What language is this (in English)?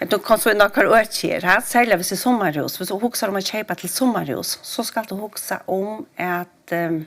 Faroese